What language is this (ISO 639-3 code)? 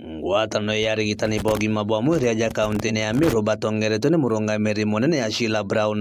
mer